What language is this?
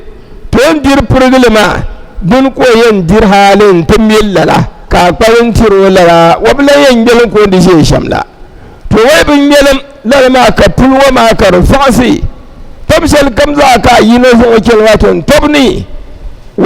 Dagbani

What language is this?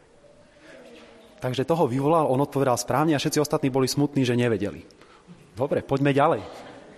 Slovak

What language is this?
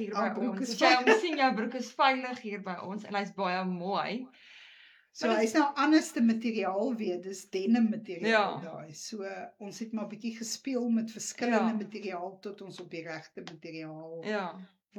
Afrikaans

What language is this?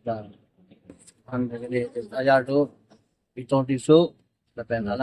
Karbi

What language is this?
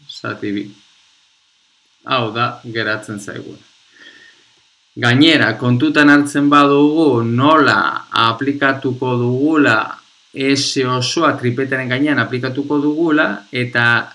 Basque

